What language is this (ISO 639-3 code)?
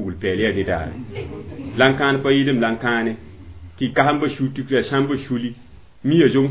mos